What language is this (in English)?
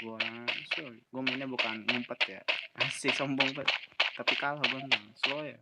Betawi